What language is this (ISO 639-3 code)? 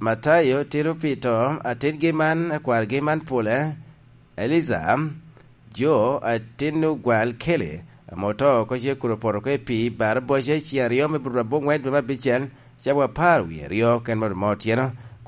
laj